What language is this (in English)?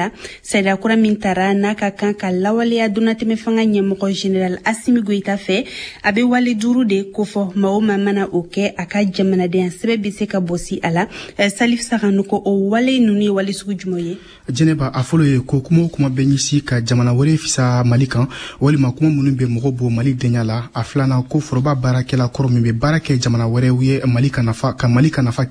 Bambara